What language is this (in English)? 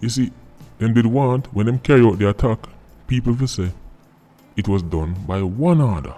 Jamaican Creole English